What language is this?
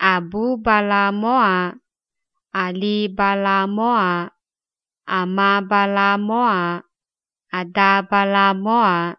Akha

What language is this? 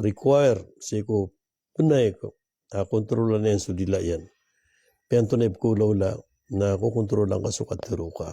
Maranao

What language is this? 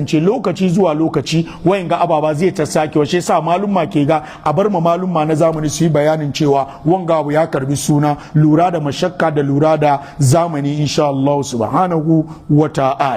Hausa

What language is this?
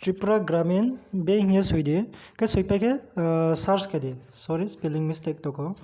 Riang (India)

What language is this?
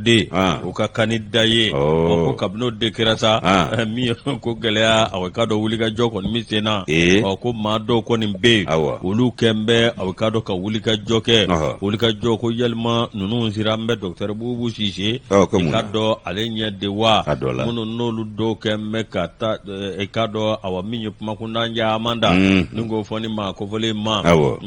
Bambara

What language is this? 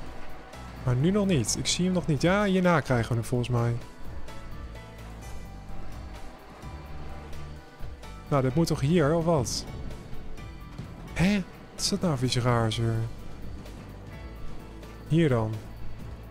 Dutch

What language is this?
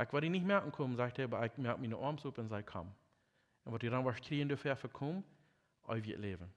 Plautdietsch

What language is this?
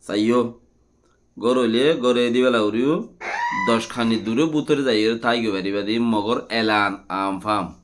Rohingya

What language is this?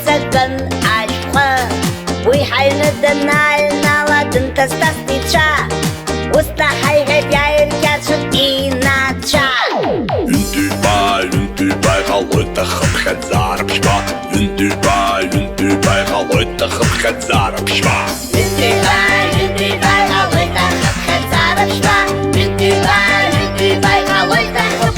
Abkhazian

